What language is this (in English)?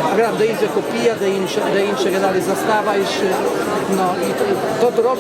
Rusyn